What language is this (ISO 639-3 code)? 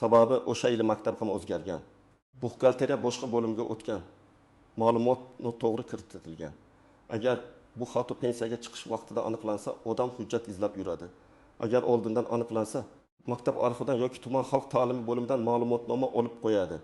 uzb